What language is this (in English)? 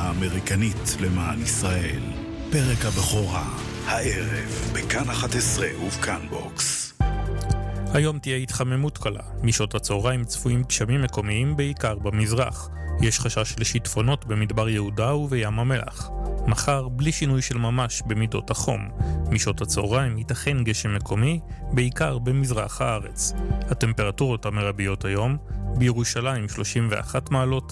Hebrew